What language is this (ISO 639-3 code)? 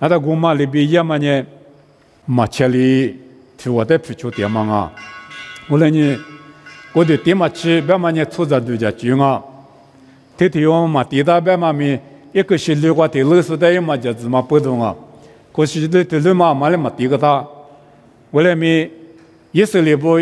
lis